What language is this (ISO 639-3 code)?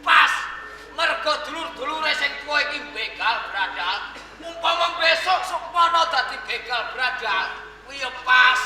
jav